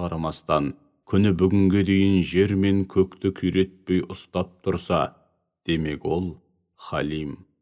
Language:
Kazakh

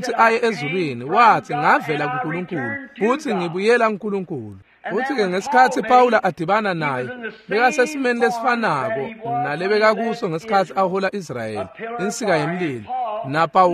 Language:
Swati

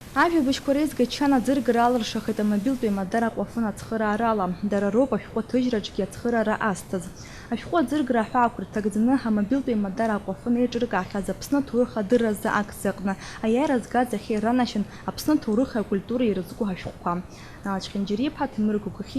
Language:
Abkhazian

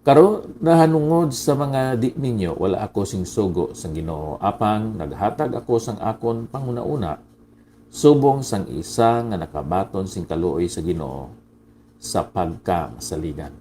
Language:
Hiligaynon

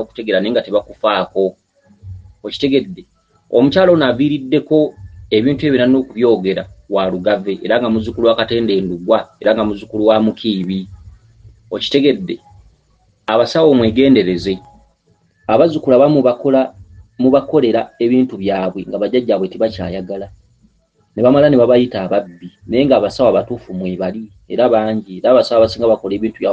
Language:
Ganda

